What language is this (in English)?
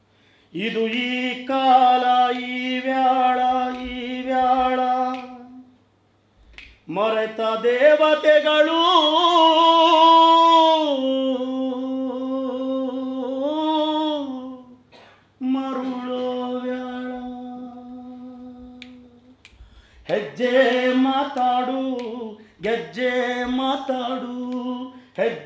Kannada